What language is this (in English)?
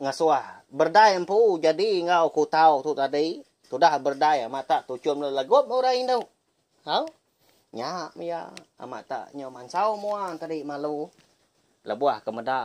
Iban